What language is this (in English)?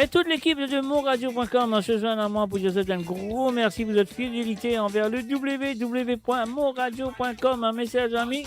Morisyen